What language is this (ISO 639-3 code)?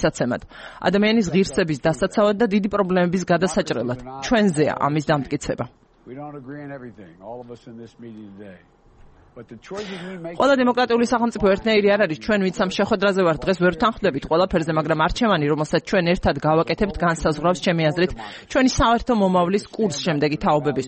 kat